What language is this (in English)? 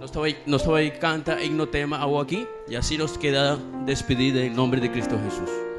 Papiamento